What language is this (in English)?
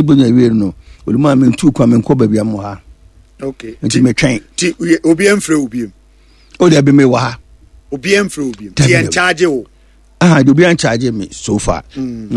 Akan